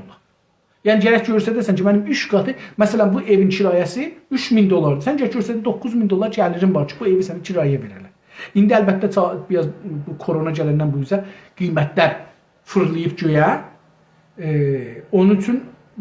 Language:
South Azerbaijani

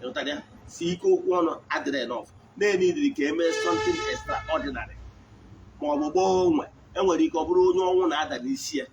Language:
Igbo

